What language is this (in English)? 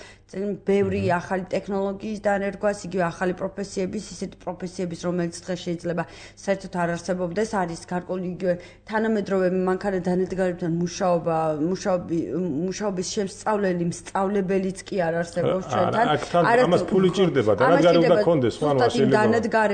Georgian